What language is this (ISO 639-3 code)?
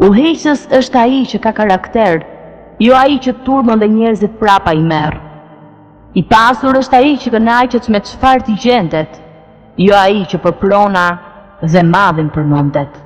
sqi